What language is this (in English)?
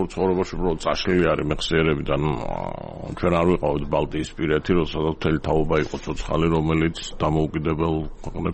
Georgian